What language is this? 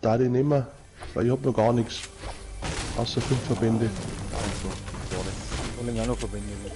Bavarian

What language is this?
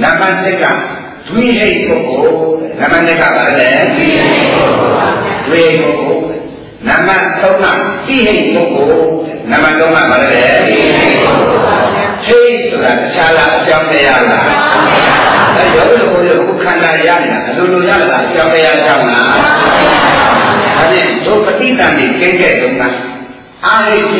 Burmese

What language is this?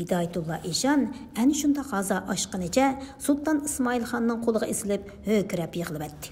Uyghur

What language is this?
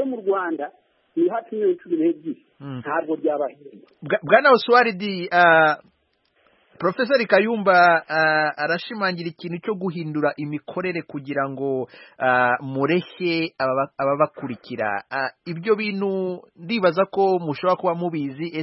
Kinyarwanda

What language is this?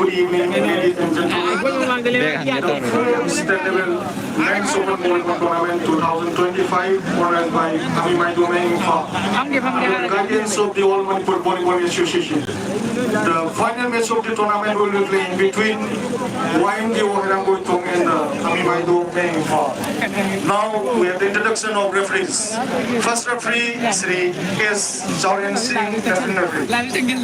Manipuri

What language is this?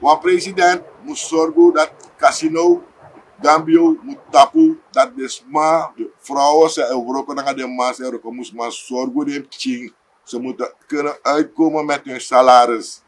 Sranan Tongo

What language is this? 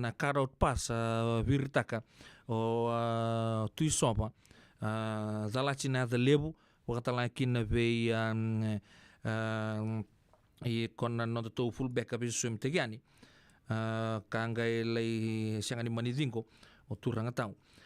Fijian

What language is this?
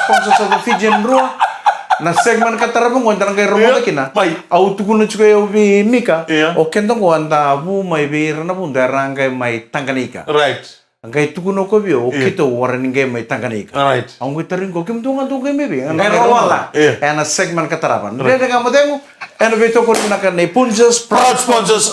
Fijian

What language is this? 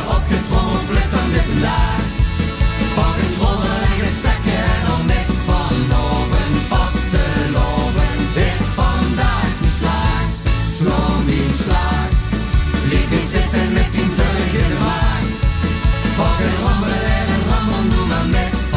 Limburgish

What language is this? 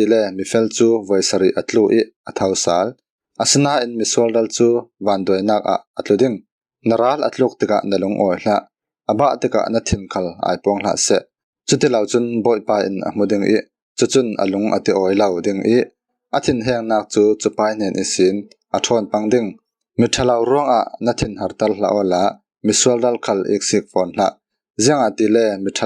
Falam Chin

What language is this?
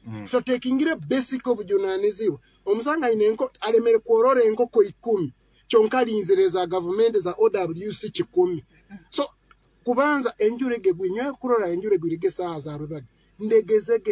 Nyoro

